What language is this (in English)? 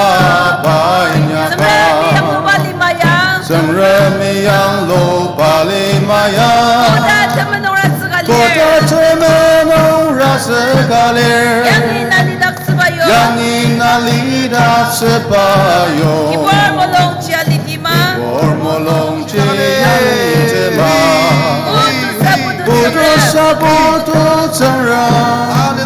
Ao Naga